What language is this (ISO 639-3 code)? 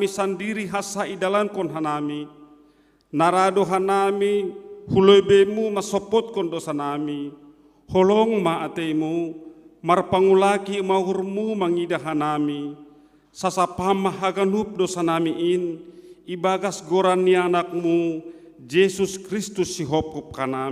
bts